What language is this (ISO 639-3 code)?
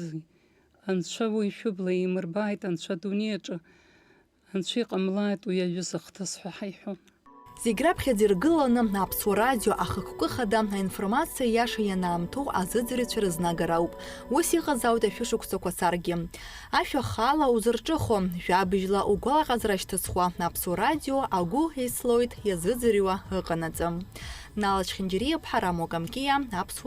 abk